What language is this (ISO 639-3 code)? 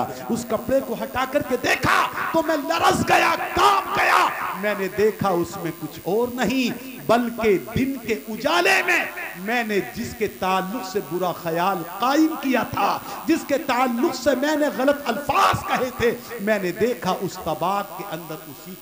urd